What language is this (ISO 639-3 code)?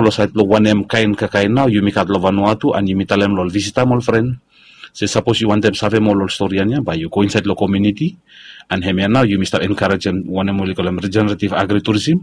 bis